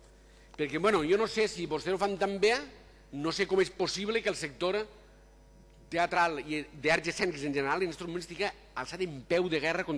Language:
Catalan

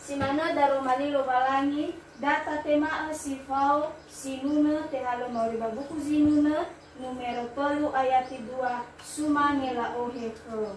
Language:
Nias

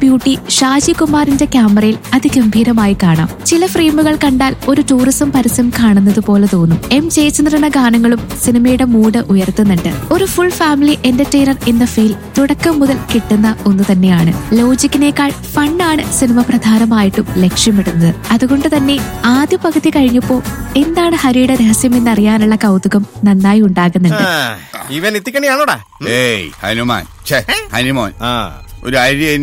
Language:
Malayalam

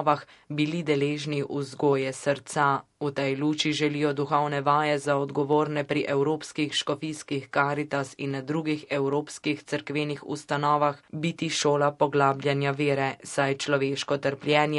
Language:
Slovenian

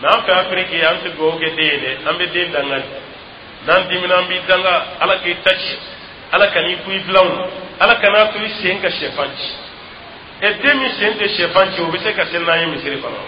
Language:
Dyula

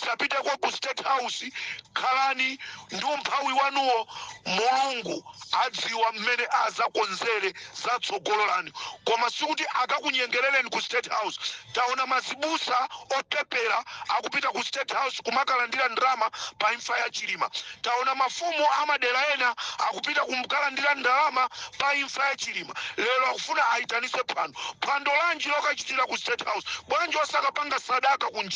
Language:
Nyanja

